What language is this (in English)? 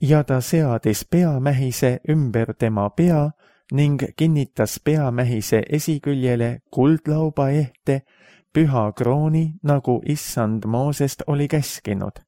Estonian